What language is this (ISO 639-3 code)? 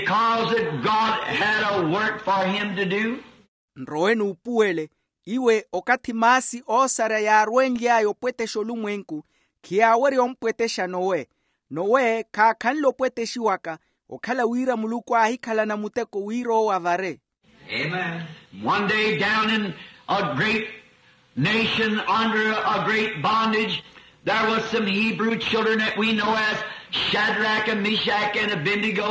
vmw